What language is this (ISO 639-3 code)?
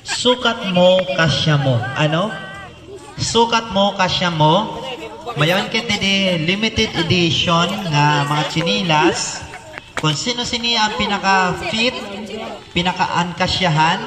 war